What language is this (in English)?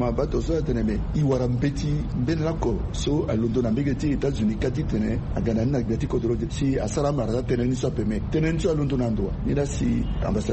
Sango